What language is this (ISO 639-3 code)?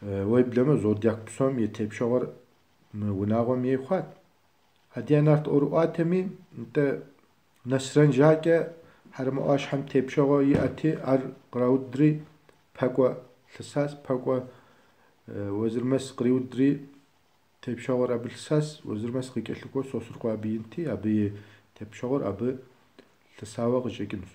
kbd